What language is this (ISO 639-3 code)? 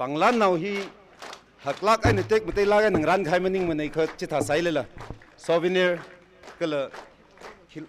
nmf